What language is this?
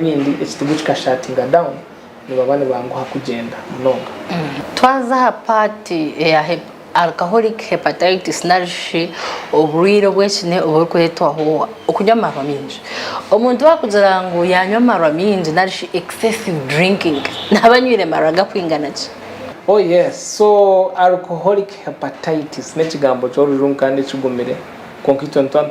Nyankole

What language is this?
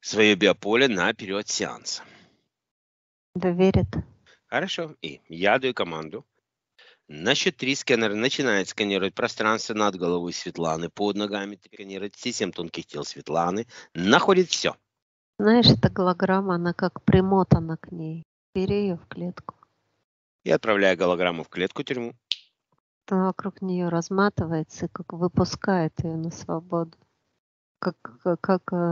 Russian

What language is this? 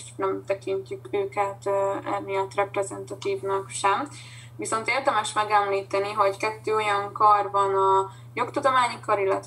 Hungarian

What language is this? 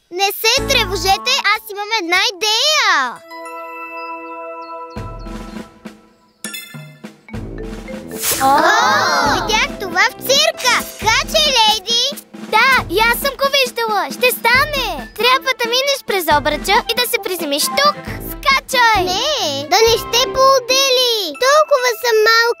Bulgarian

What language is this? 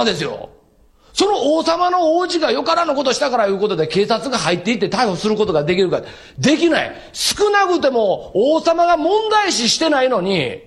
Japanese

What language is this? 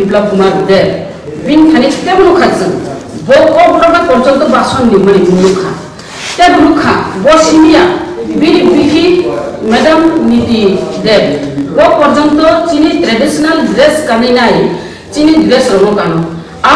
Kok Borok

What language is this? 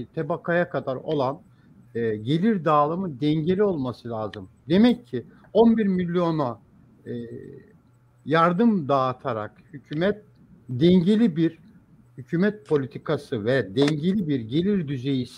Turkish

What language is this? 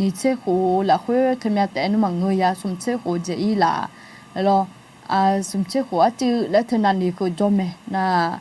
Akha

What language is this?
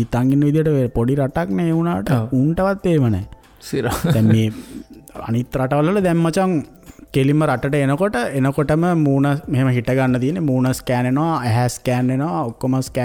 Sinhala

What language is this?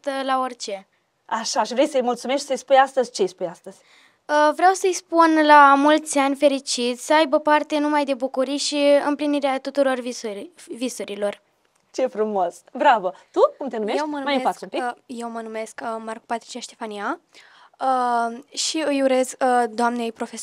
Romanian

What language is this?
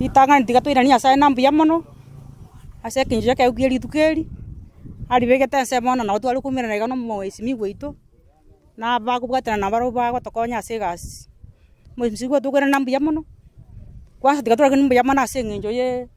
Gusii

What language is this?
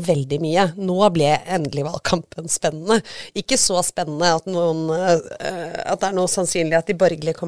Norwegian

